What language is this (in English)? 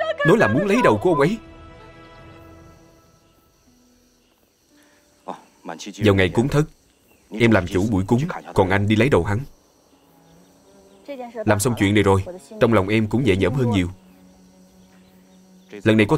Vietnamese